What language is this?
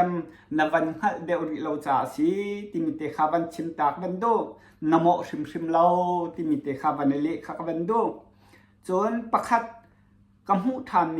Hakha Chin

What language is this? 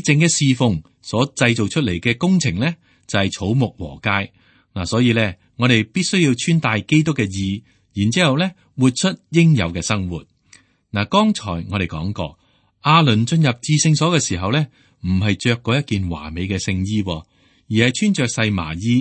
Cantonese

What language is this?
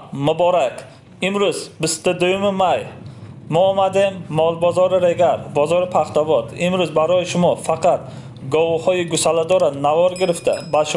Tajik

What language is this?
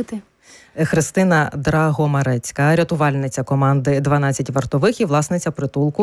Ukrainian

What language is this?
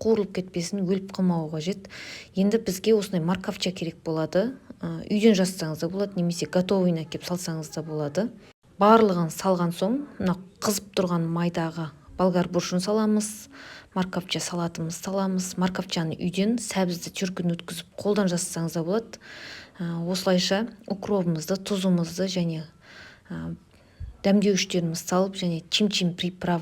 Kazakh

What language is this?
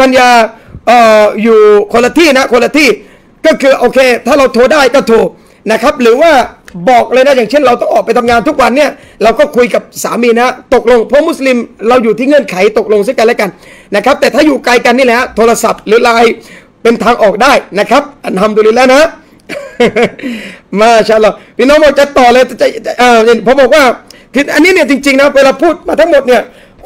Thai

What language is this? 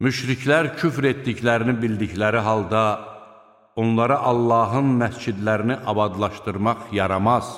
Azerbaijani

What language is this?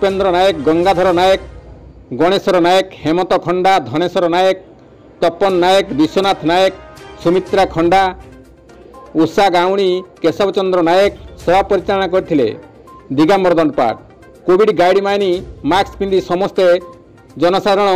Odia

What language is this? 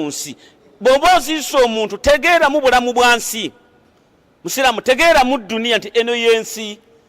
Ganda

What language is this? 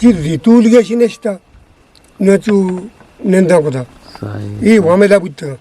Eastern Balochi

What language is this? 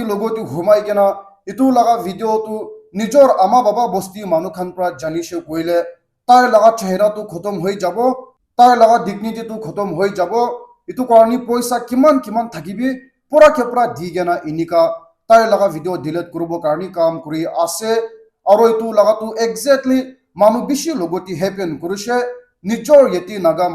Naga Pidgin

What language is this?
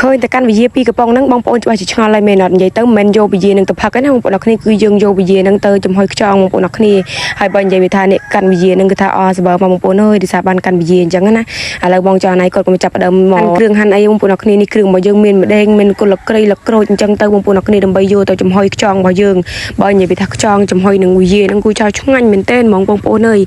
Khmer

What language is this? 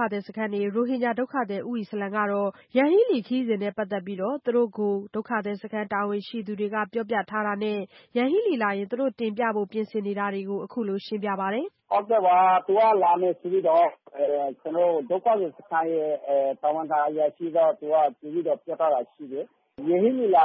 Burmese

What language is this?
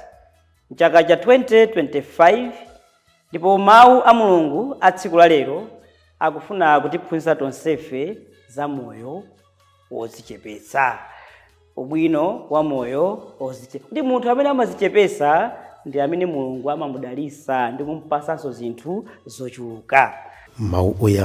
Nyanja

